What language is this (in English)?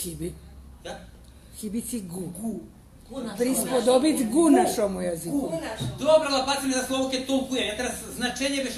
Rusyn